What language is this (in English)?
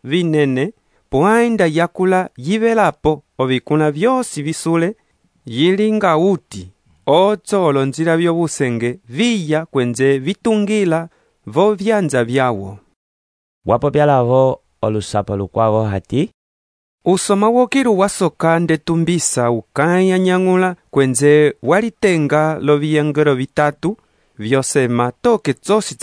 Umbundu